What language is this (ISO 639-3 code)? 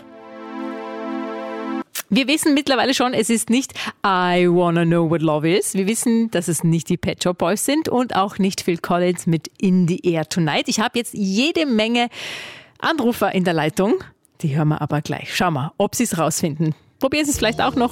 deu